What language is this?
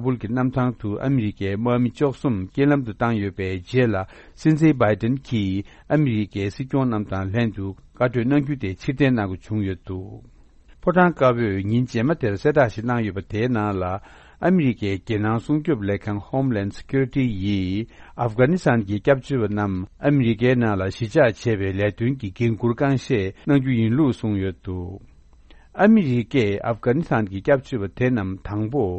Tibetan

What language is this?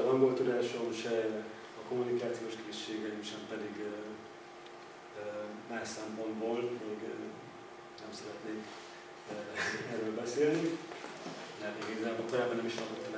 Hungarian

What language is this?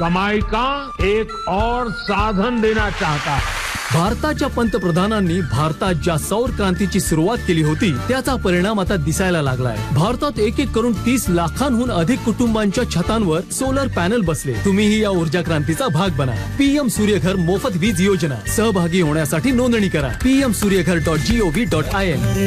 Marathi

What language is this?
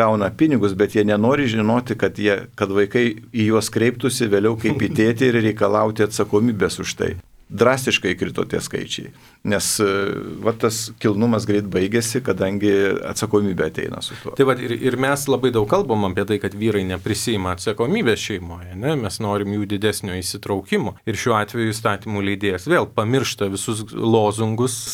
Lithuanian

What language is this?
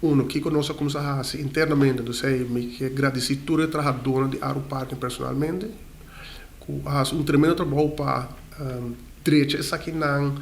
Papiamento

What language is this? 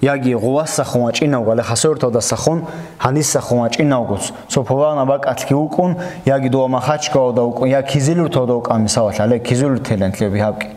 Avaric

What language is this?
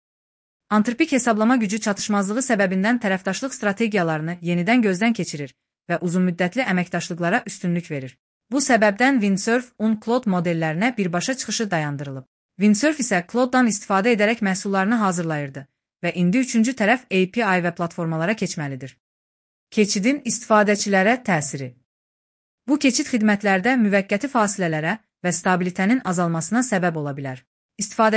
Azerbaijani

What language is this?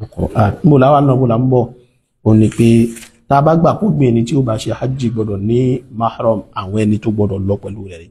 Yoruba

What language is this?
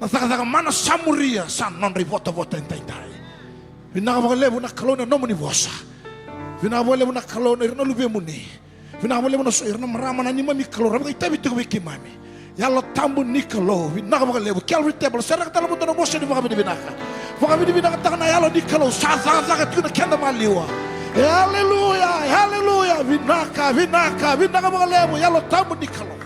Fijian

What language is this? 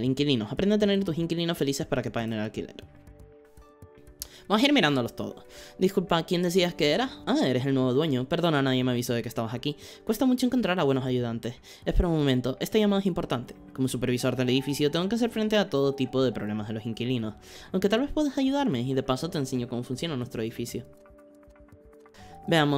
Spanish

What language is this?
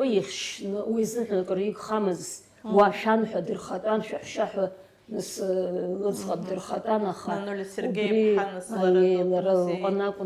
Abkhazian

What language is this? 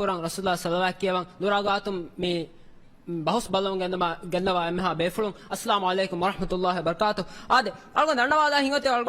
Divehi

